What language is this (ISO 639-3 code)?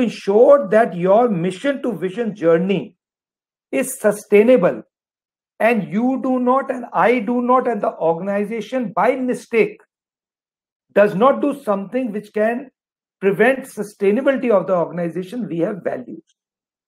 eng